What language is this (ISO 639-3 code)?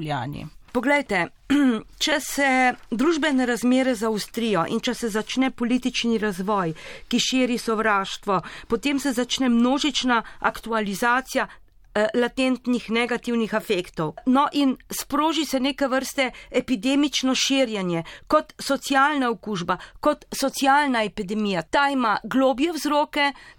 slv